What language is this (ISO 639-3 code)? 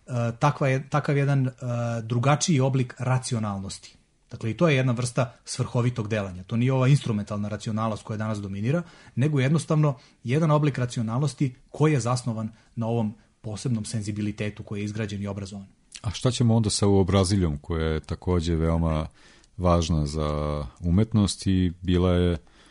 srp